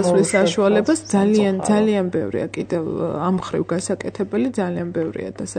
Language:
Georgian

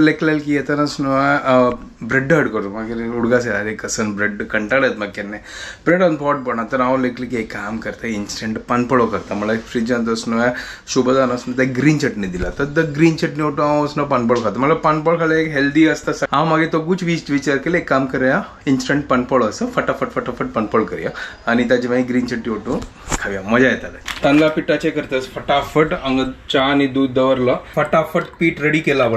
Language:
Konkani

